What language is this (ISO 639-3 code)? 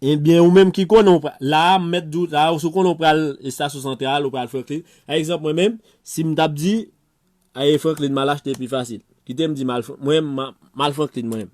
hat